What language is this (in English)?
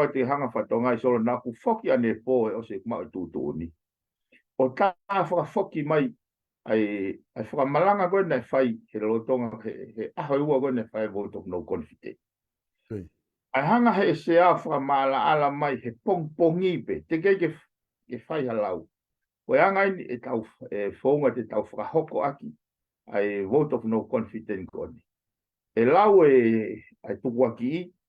Tongan